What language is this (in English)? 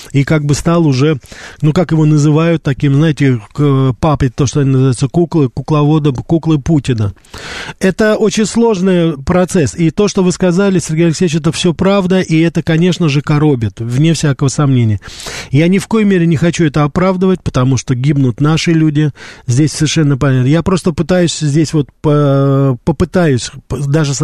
Russian